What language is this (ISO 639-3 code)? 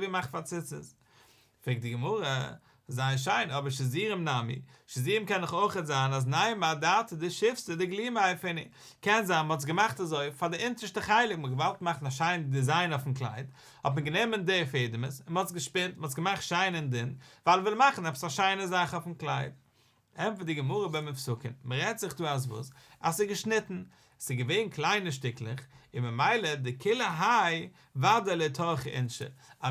yid